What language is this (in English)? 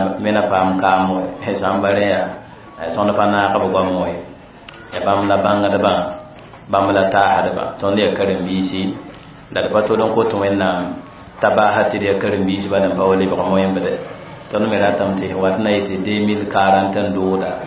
Mossi